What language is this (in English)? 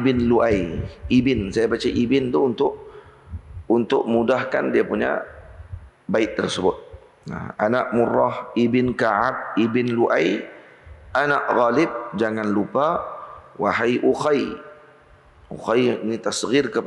Malay